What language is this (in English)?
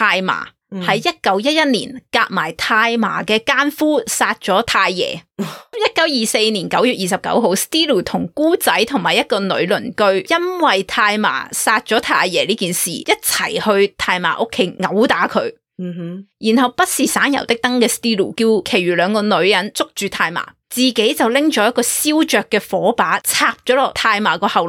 Cantonese